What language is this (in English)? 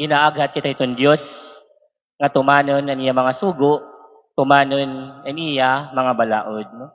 Waray